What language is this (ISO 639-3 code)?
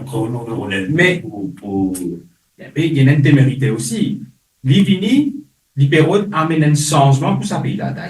mfe